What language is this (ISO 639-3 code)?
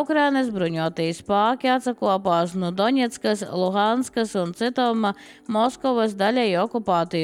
lav